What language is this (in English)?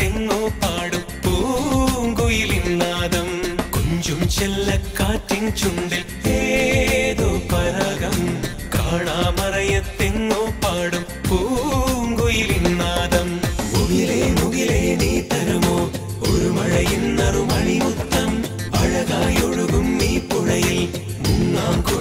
Malayalam